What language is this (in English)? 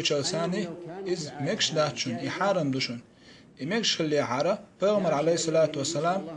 Chechen